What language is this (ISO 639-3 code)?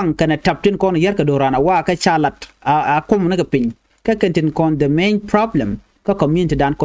nus